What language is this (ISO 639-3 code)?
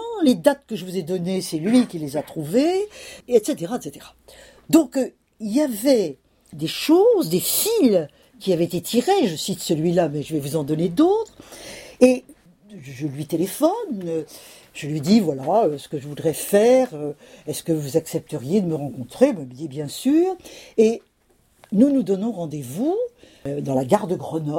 fra